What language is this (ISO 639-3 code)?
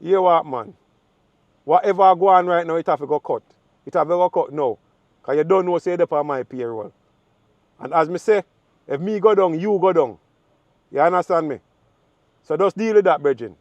jam